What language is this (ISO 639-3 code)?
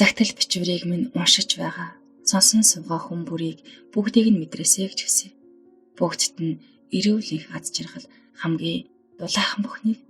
mon